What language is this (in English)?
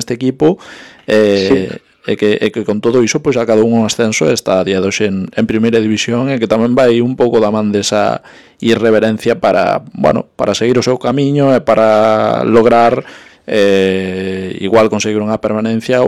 Galician